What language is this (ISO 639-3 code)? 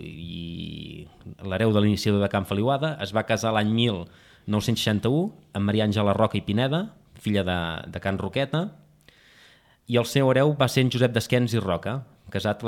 cat